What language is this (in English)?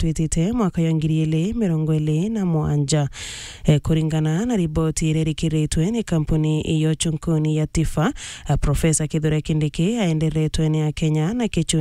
Meru